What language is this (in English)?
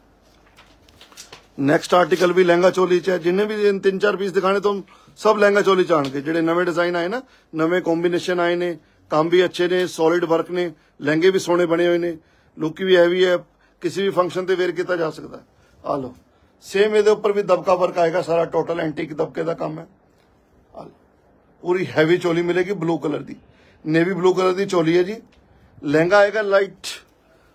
Punjabi